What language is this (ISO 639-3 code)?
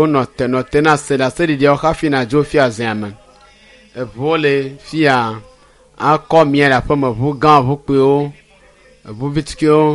ewe